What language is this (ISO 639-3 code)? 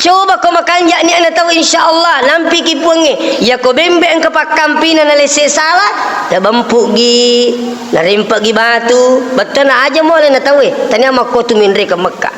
bug